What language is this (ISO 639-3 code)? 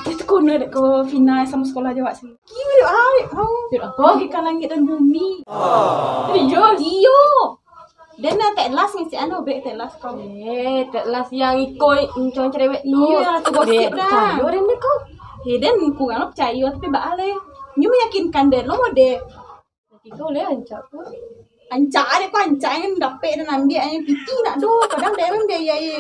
min